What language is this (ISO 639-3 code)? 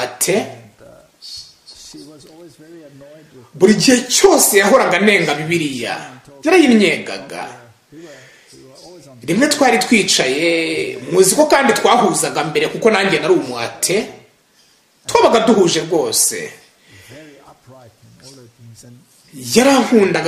kin